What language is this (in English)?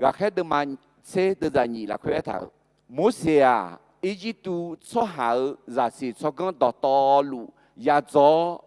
Akha